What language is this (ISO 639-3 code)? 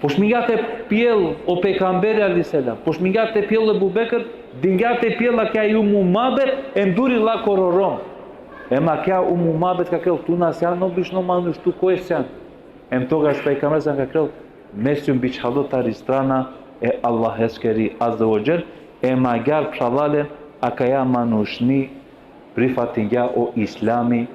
rmn